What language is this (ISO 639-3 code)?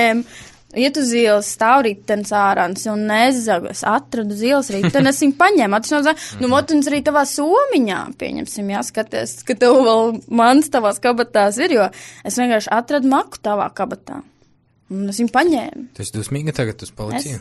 lav